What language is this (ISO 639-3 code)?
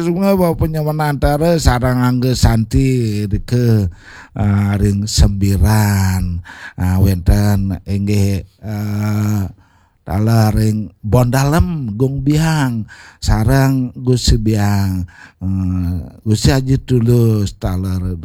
ban